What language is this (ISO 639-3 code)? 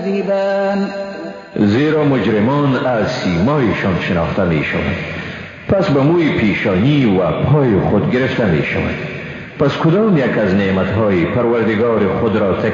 fas